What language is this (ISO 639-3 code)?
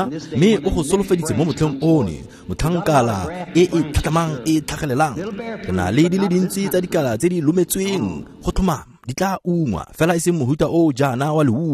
tsn